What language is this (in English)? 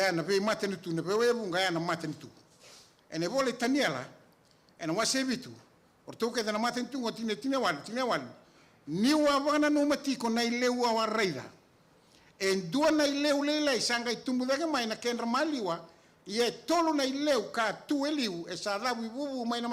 Fijian